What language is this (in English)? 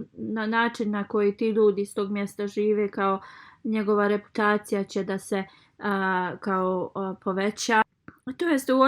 Bosnian